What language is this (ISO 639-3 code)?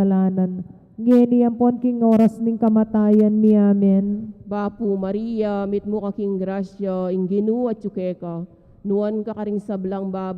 pam